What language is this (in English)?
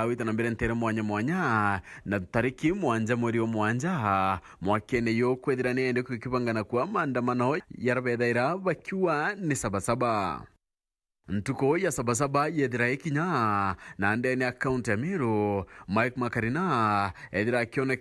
Meru